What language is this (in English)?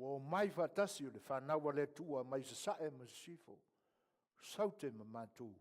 Samoan